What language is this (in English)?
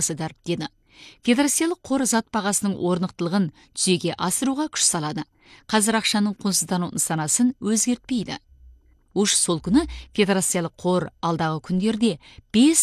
Kazakh